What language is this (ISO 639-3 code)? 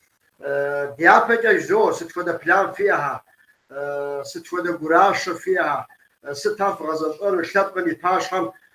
kbd